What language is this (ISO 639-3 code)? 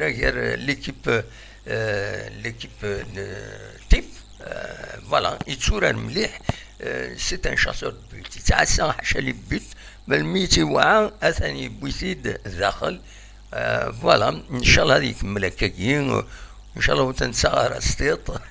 kab